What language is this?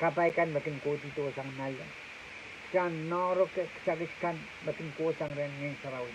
Pohnpeian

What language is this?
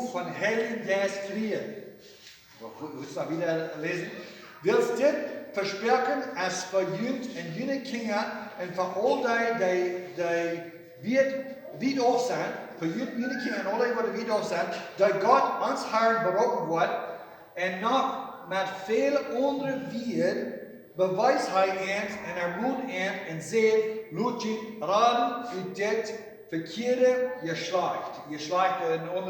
Plautdietsch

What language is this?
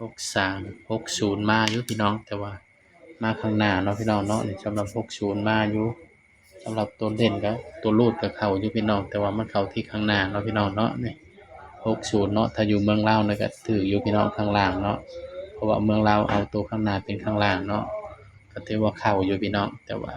Northeastern Thai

